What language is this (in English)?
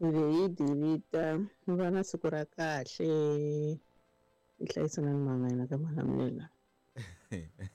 Tsonga